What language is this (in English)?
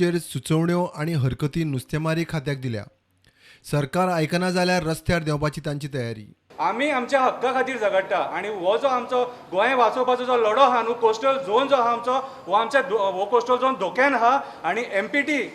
Konkani